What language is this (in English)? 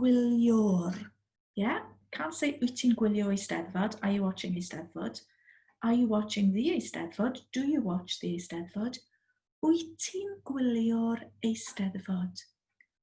Welsh